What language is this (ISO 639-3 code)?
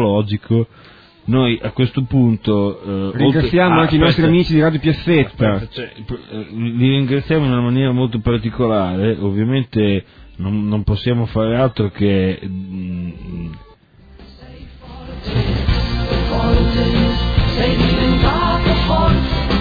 ita